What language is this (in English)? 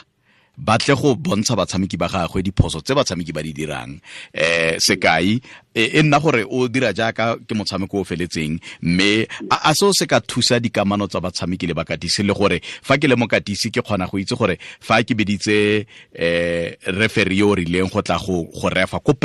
Tswana